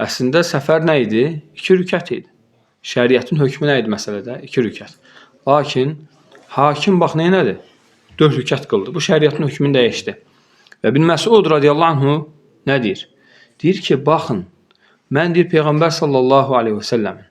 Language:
Azerbaijani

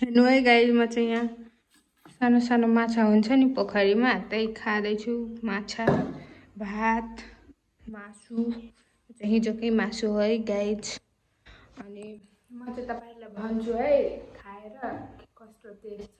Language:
Nepali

